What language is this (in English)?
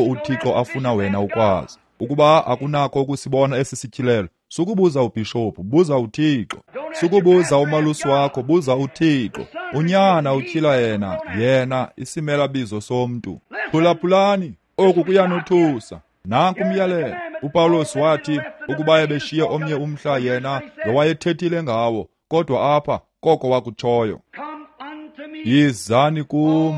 Xhosa